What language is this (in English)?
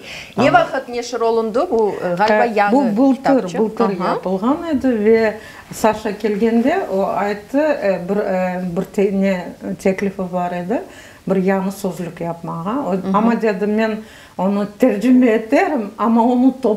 Crimean Tatar